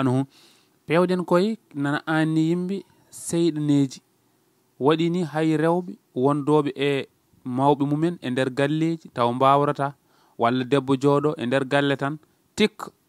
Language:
Fula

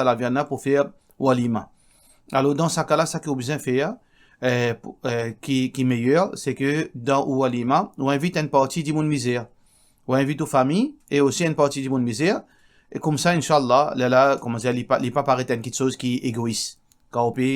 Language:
Morisyen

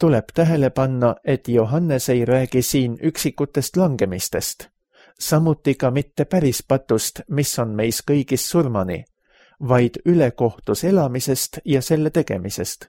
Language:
Estonian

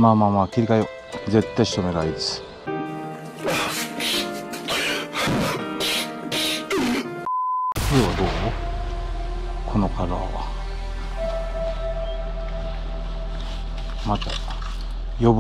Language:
Japanese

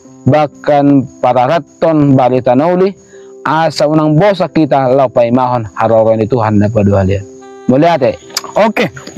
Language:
Batak Toba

